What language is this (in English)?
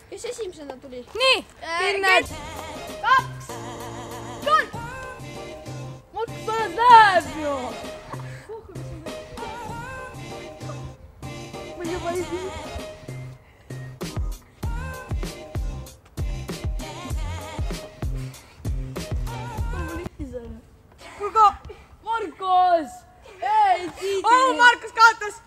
Estonian